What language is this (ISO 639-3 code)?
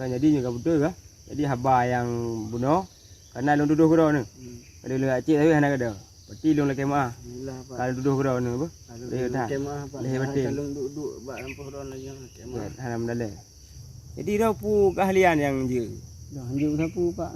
ace